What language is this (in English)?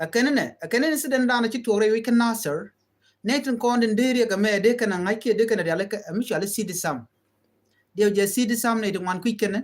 Nuer